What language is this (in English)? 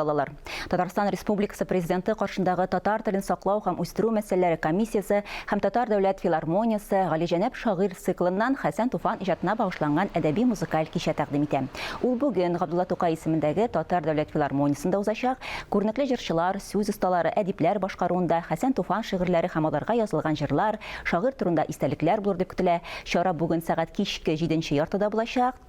Tatar